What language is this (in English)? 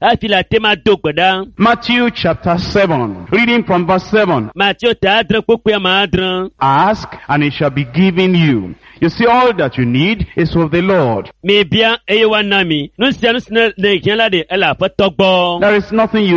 Ewe